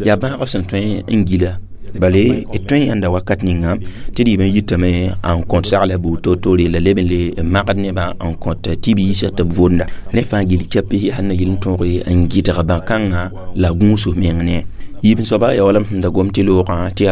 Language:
Mossi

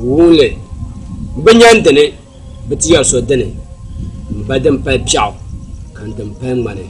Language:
Dagbani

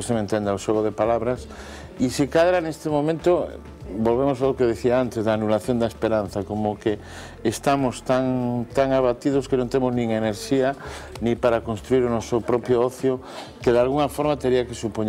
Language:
Galician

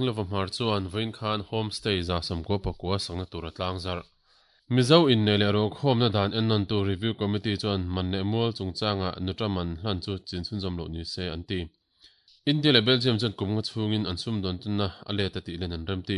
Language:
Mizo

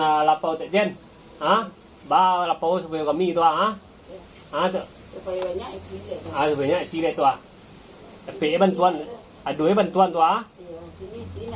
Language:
Minangkabau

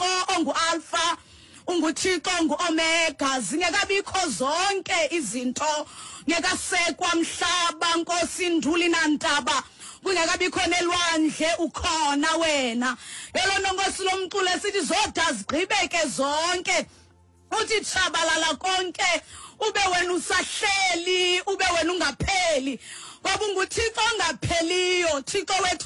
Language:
Xhosa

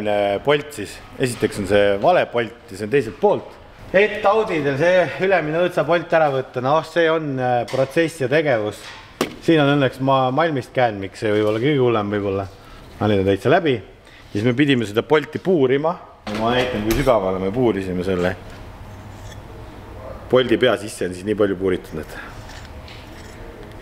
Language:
Estonian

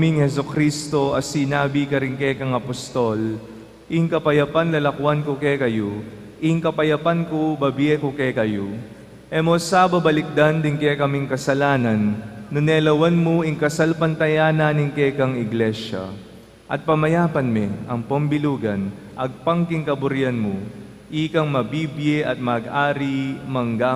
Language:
Pampanga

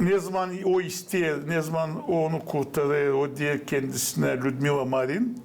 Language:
Gagauz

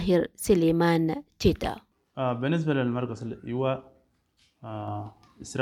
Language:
Sudanese Arabic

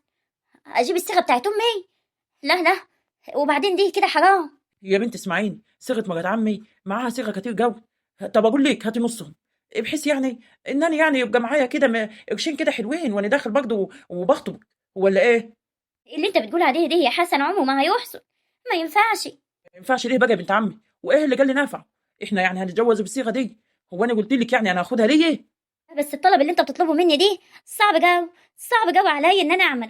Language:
Egyptian Arabic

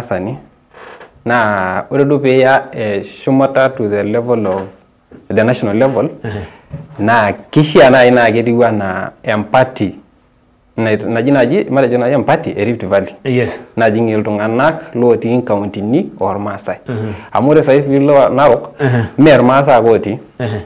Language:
Masai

